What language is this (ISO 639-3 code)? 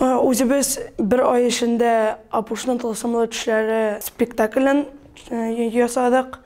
tat